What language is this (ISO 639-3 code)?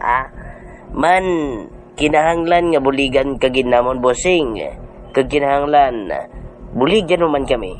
hil